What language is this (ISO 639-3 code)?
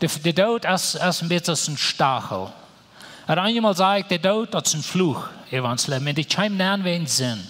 pdt